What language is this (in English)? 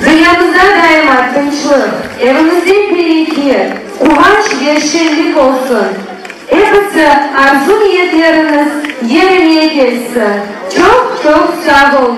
Crimean Tatar